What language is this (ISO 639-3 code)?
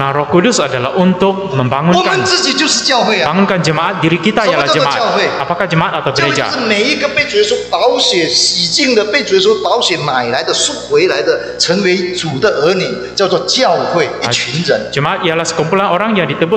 zho